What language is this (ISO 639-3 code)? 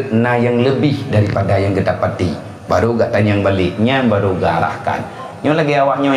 ace